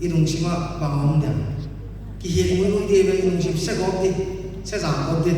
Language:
Paite Chin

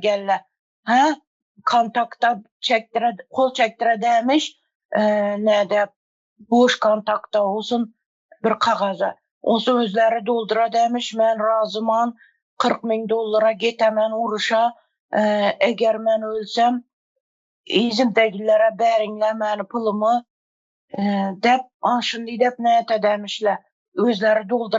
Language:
Turkmen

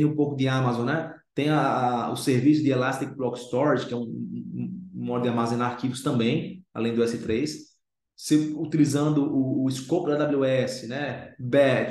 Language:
Portuguese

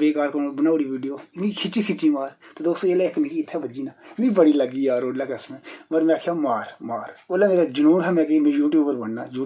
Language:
Dogri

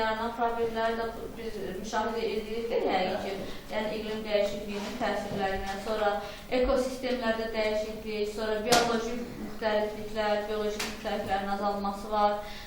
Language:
Azerbaijani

